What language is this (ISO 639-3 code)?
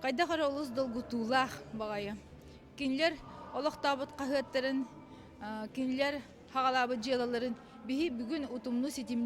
sah